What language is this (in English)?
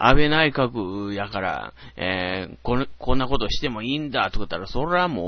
Japanese